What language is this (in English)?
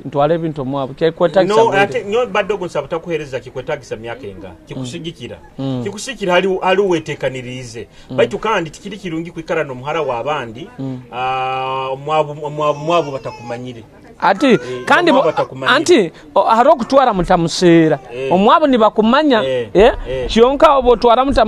Nyoro